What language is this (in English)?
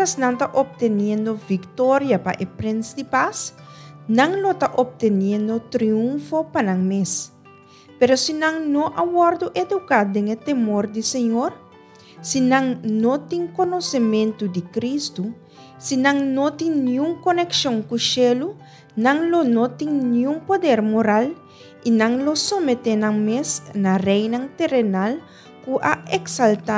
Papiamento